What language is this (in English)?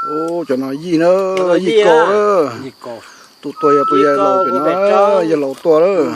Hmong